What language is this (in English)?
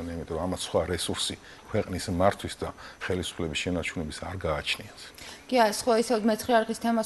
Georgian